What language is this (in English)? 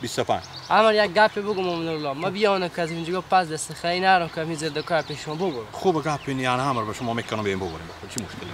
Persian